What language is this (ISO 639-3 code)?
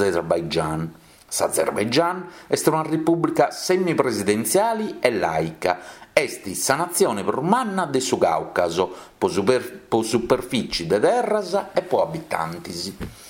srd